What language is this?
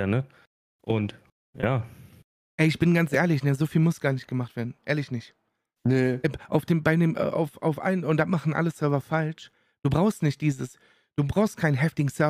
German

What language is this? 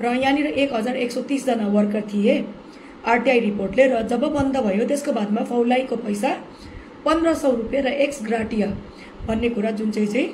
Nepali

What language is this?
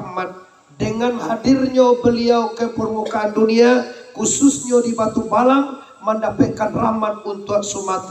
Minangkabau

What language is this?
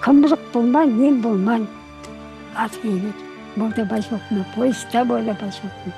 Chuvash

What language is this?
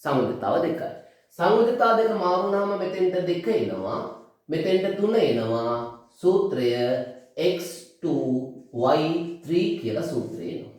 Sinhala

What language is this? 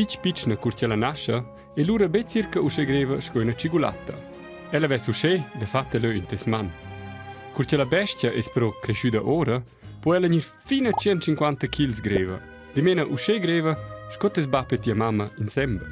Romansh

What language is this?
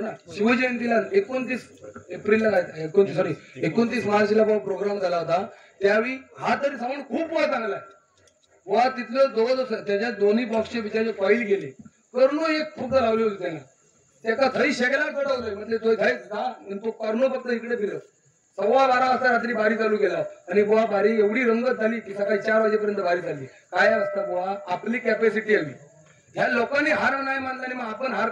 Marathi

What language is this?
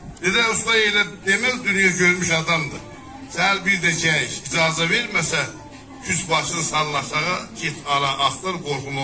South Azerbaijani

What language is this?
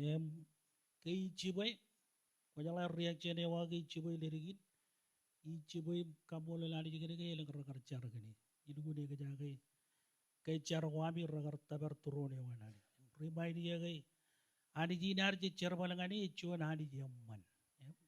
Marshallese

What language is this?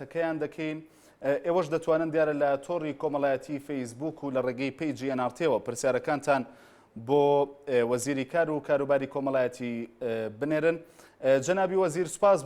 Central Kurdish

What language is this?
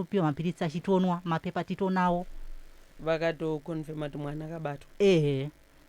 Shona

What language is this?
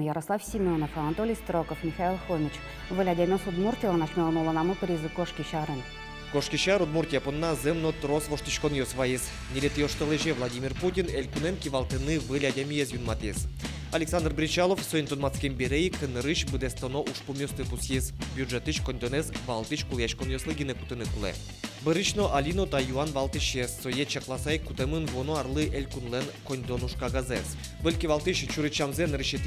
Udmurt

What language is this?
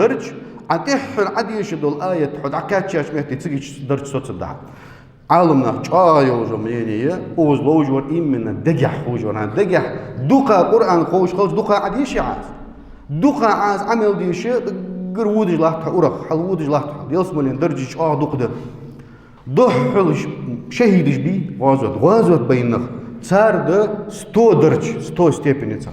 Ingush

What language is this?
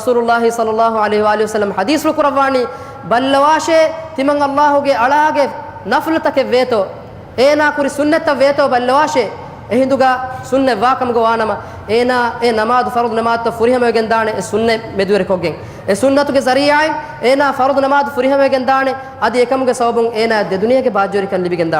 Divehi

